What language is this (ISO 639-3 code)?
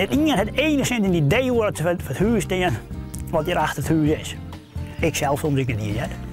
fry